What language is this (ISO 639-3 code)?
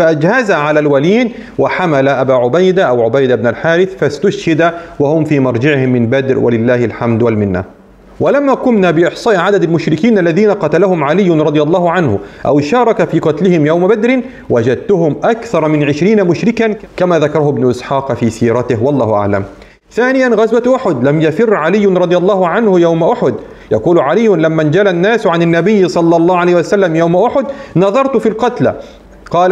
ara